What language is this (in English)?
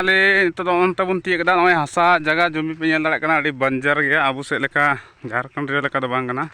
Santali